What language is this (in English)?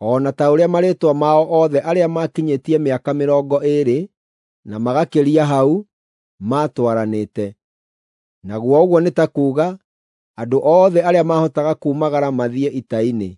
Kikuyu